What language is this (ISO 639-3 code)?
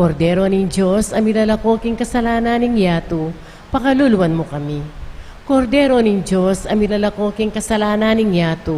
pam